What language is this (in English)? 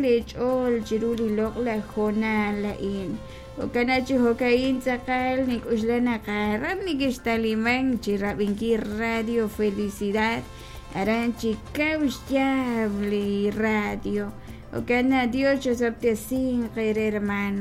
Kekchí